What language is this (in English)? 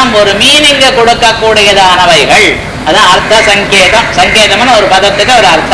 Tamil